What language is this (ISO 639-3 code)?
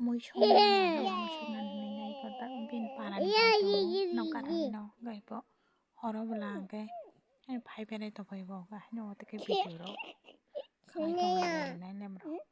trp